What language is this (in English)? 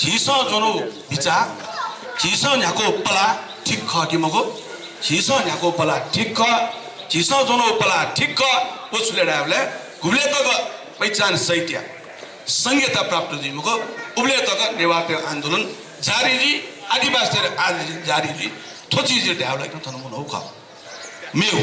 Newari